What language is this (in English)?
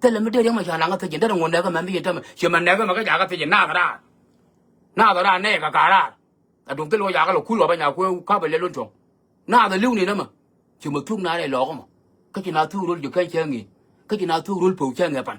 Nuer